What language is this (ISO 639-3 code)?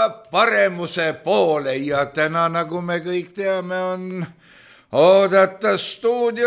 est